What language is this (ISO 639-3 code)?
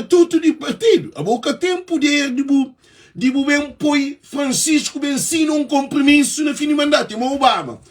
kea